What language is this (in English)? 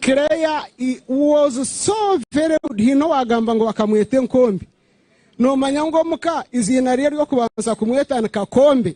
Nyankole